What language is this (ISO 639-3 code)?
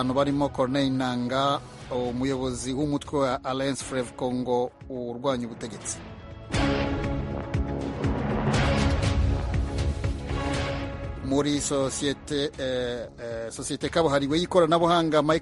kin